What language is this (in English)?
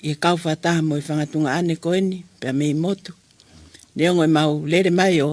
Tongan